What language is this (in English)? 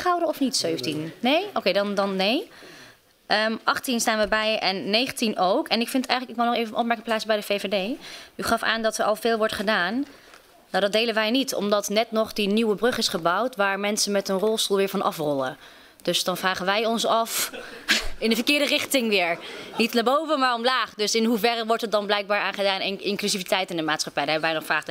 Dutch